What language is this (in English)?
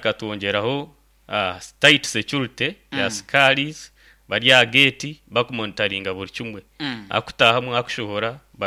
Nyankole